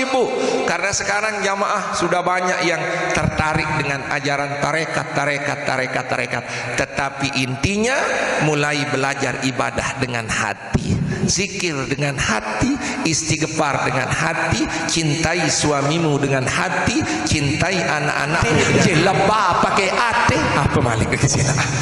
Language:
Sasak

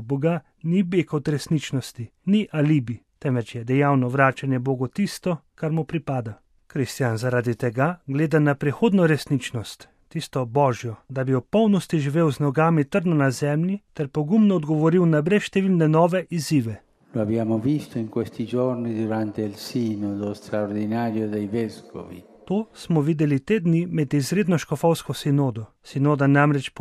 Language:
Slovenian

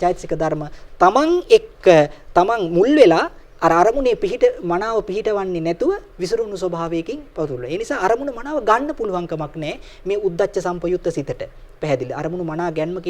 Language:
Sinhala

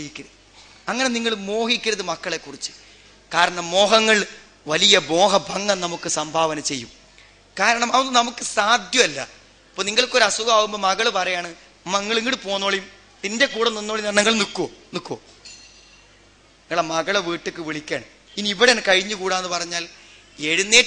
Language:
Malayalam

